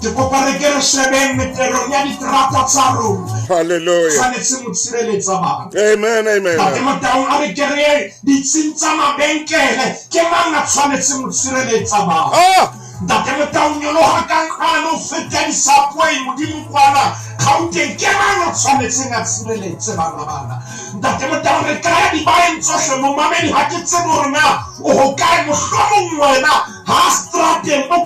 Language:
Southern Sotho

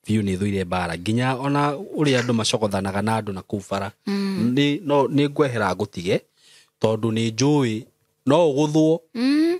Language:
Kikuyu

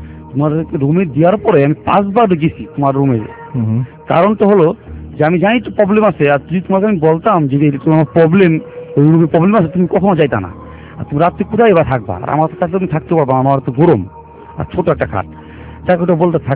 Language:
Bangla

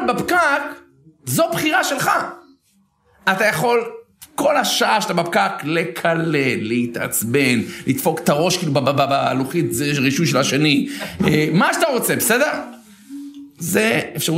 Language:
Hebrew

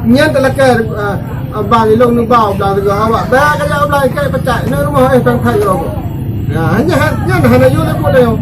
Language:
Achinese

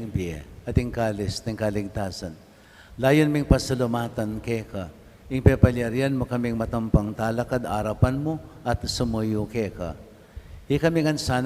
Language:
Pampanga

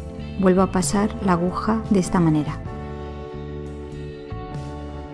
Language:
Spanish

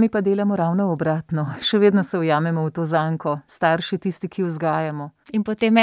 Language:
Slovenian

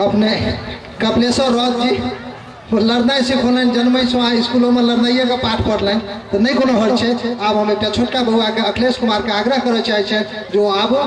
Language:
Maithili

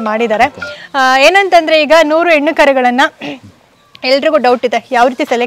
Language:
Kannada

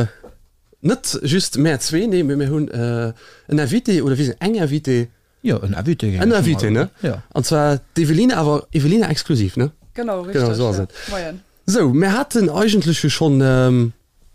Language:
Luxembourgish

